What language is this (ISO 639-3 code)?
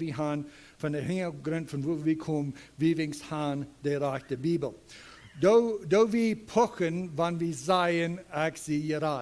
pdt